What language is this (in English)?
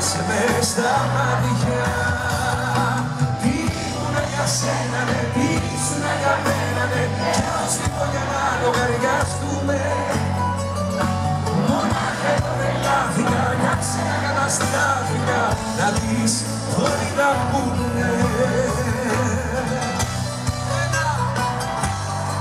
Greek